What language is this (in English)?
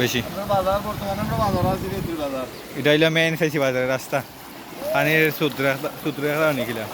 Sylheti